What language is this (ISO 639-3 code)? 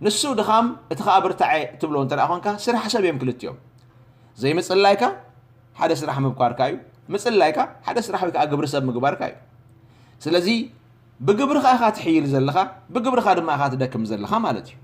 tir